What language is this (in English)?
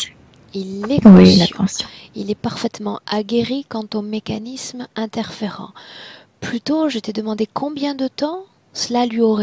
French